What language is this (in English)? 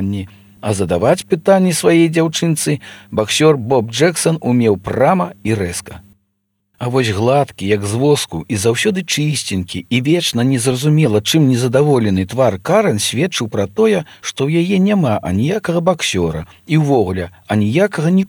Belarusian